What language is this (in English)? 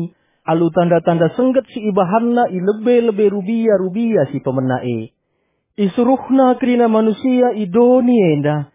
Batak Karo